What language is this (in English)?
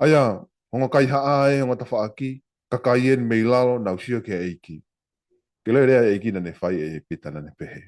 Tongan